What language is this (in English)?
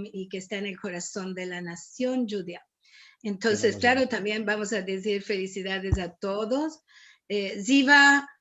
Ladino